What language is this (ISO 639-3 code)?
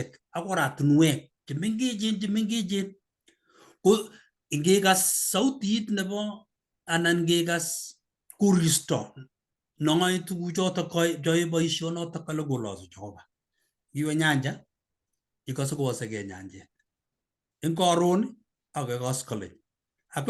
kln